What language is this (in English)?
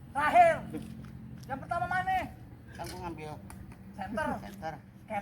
Betawi